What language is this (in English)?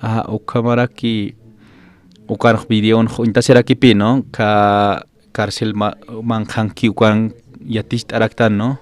Aymara